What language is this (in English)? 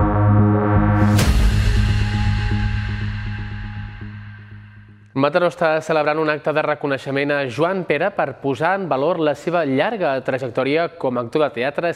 Catalan